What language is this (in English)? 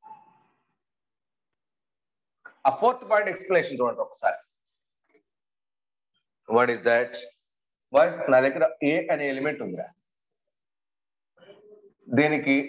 Telugu